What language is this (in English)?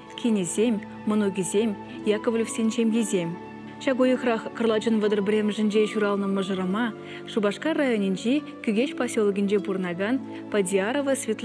Chuvash